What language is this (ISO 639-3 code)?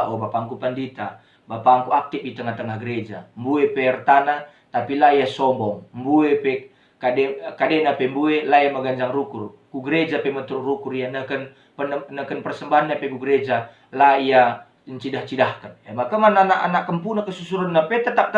btx